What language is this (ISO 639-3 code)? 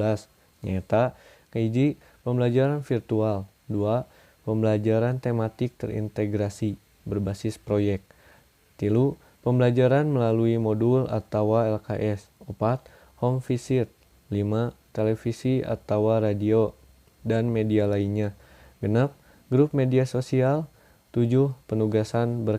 sun